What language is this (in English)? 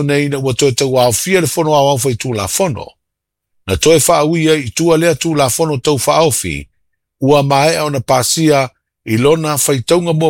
Samoan